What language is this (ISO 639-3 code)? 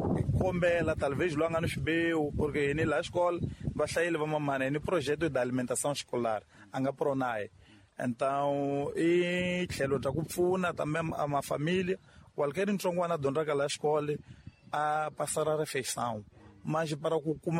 tso